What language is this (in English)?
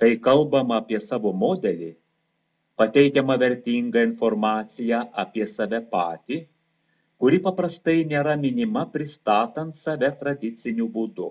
Lithuanian